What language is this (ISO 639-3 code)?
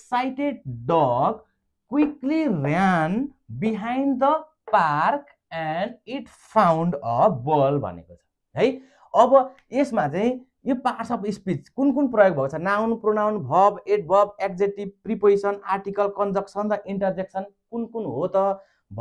nep